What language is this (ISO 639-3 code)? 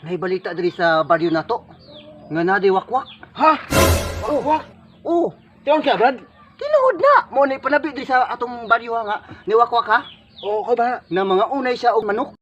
ceb